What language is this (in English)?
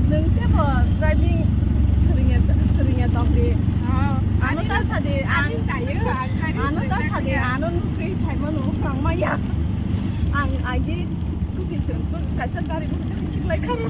Kok Borok